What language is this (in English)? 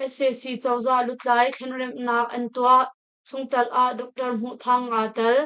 Hakha Chin